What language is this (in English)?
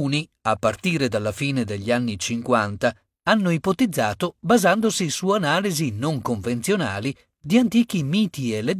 Italian